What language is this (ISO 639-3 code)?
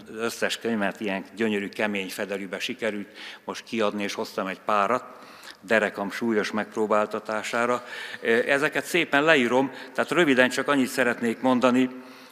hun